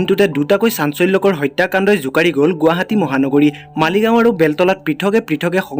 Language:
Assamese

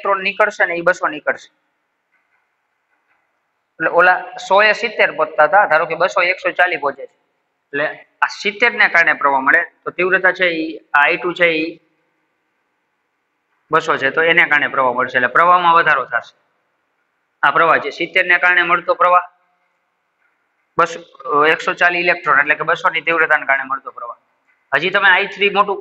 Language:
Gujarati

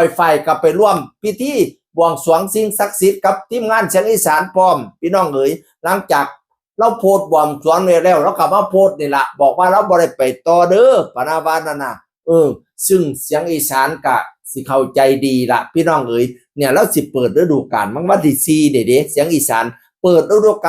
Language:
Northeastern Thai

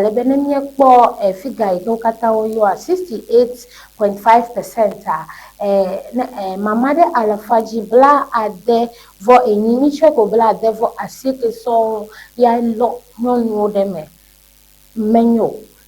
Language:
Ewe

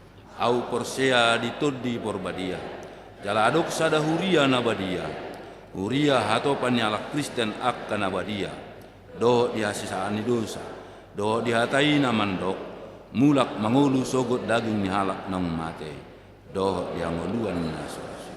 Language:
Batak Toba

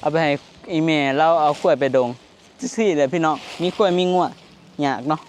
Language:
Northeastern Thai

